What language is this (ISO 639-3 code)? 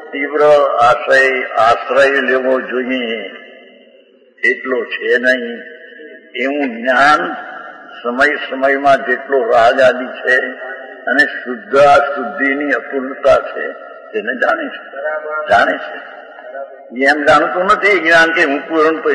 guj